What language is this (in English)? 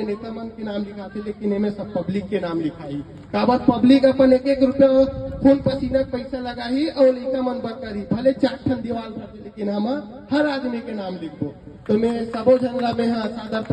Chhattisgarhi